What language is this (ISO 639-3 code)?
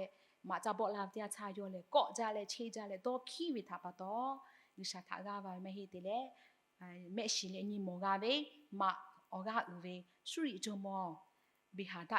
lhu